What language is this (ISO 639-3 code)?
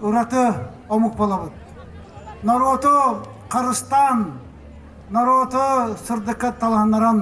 sah